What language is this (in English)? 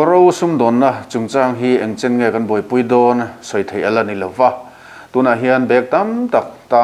Mizo